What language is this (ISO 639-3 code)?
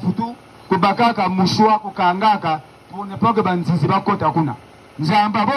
ktu